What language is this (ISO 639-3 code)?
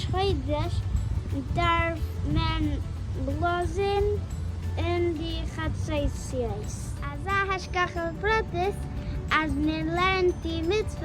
yid